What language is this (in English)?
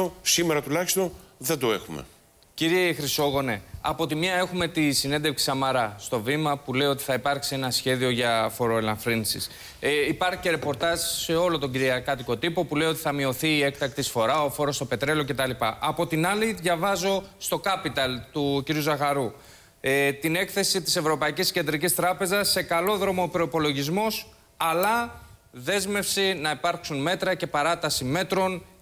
Greek